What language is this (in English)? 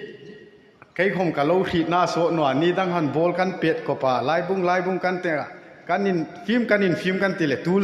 Hmar